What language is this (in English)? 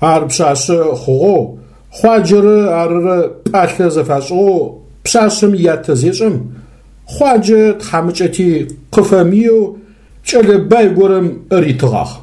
Adyghe